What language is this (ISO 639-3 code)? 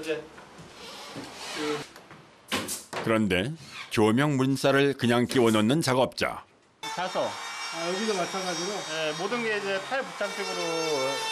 kor